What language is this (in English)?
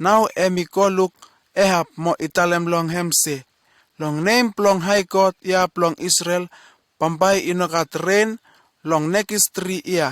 Bislama